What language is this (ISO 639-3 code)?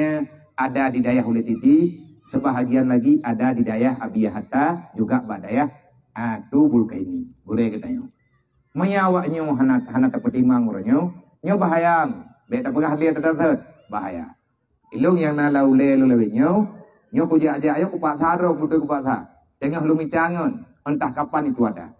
ace